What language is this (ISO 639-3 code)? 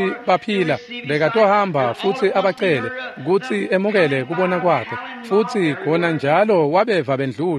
ssw